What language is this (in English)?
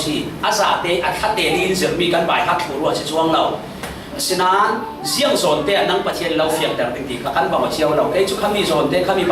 Falam Chin